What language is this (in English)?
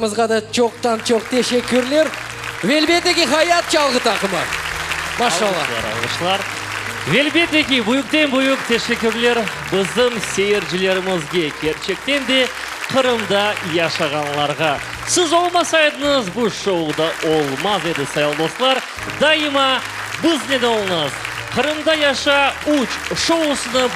Crimean Tatar